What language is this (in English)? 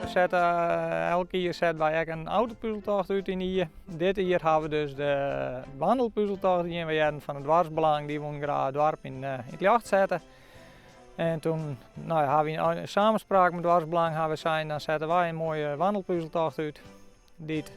Western Frisian